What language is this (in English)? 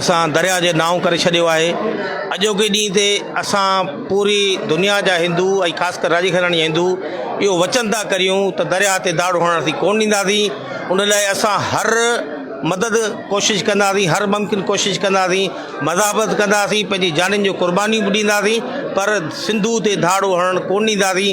Sindhi